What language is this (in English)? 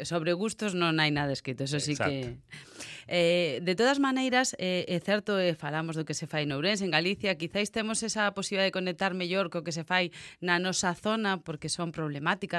Galician